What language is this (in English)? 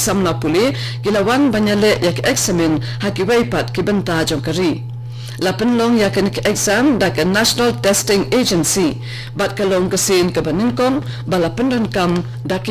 Khasi